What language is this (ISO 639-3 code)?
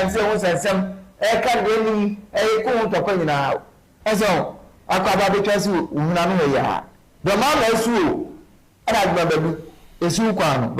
aka